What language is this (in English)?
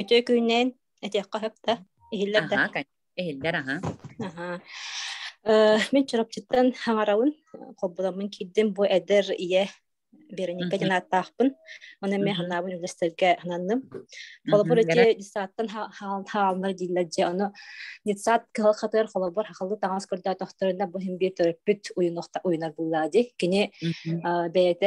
Yakut